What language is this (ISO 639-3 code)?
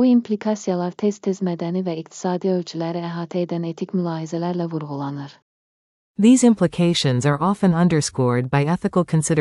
aze